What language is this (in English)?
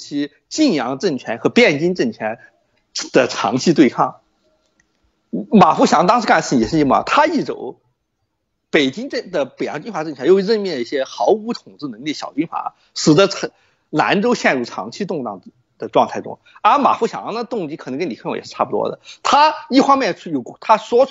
Chinese